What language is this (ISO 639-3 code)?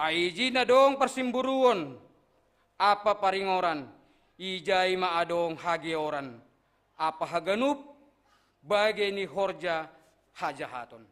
bts